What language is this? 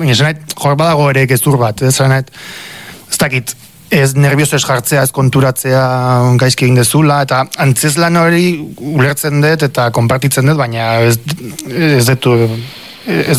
Basque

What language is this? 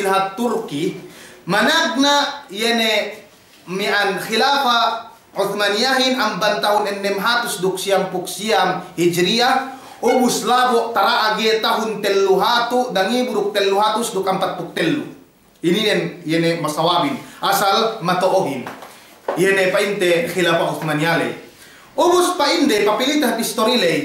Yakan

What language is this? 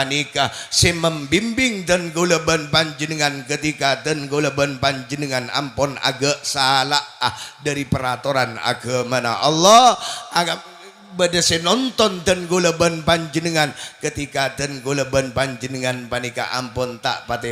Madurese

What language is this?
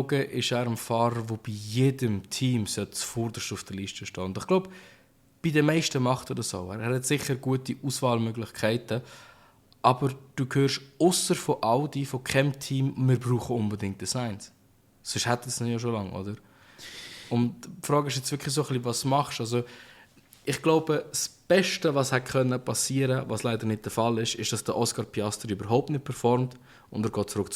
Swiss German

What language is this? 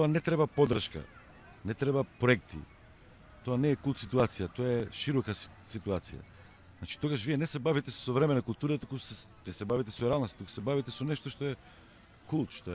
Macedonian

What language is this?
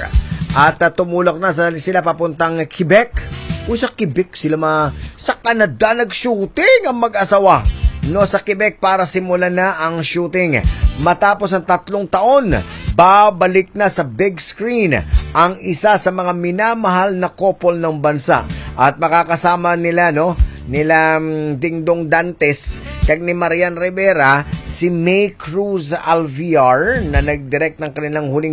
Filipino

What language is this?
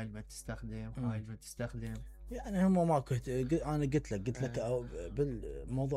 Mesopotamian Arabic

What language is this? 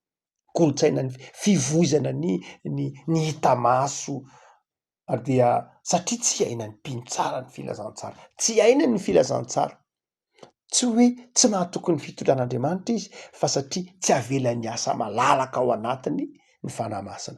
Malagasy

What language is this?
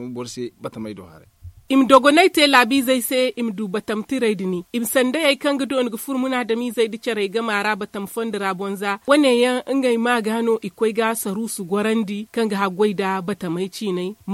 Zarma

